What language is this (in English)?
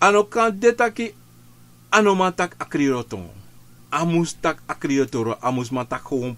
Sranan Tongo